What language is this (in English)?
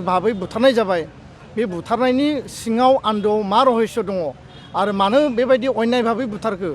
Bodo